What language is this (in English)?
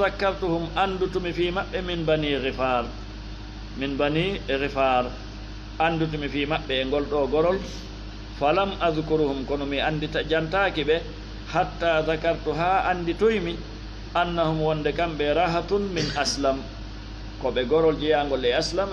Fula